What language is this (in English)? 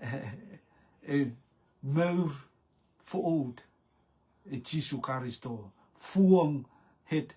Rotuman